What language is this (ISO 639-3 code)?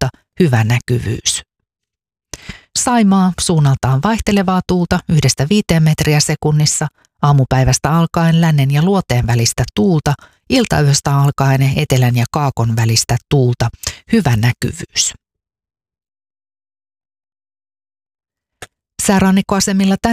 fin